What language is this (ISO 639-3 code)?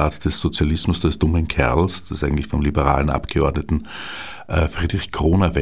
deu